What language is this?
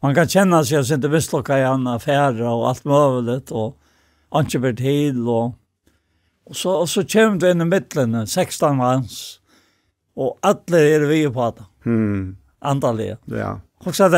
Faroese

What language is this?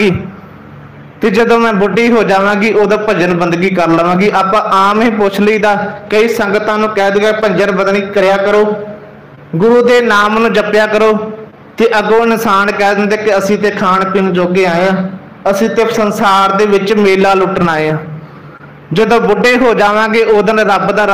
Punjabi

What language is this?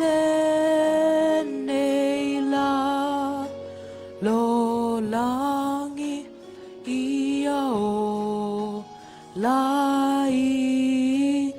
Samoan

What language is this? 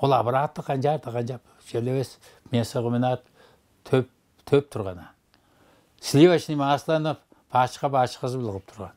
Tuvinian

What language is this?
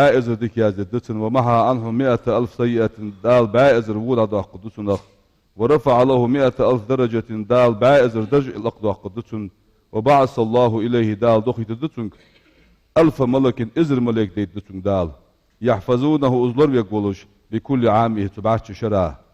Ingush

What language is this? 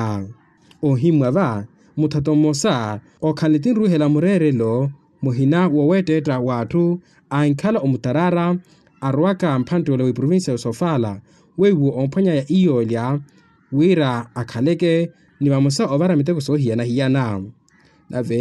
Makhuwa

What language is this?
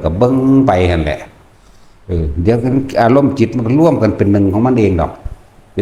Northeastern Thai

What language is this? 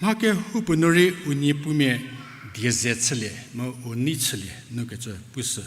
Angami Naga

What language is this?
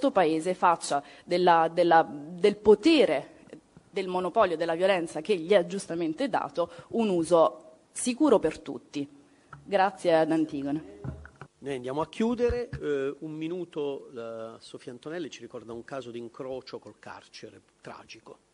Italian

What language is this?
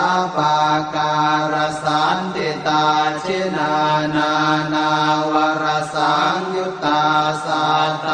Pali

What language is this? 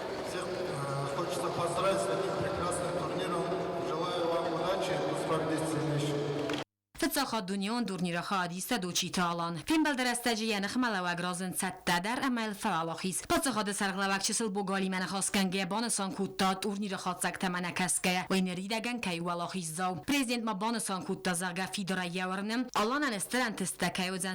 Ossetic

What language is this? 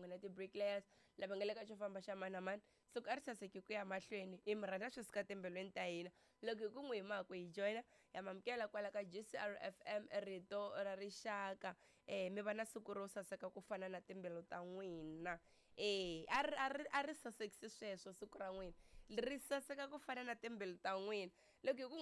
Tsonga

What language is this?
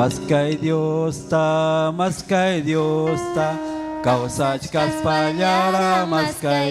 Ayacucho Quechua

